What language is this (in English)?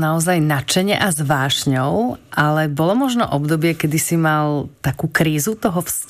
Slovak